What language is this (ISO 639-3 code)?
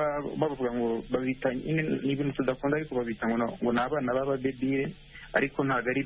kin